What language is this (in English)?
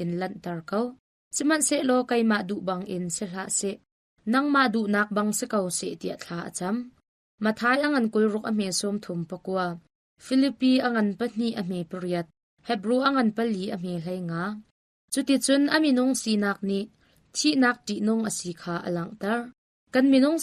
Hakha Chin